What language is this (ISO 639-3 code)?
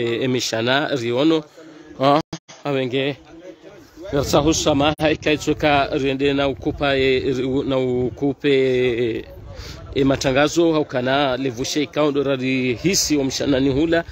swa